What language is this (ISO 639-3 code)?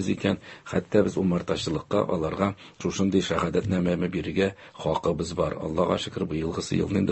tat